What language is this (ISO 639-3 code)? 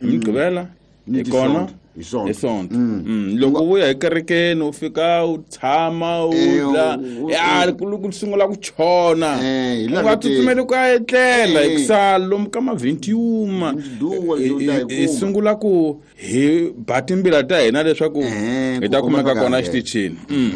tso